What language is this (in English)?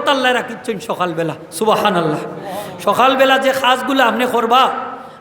Sylheti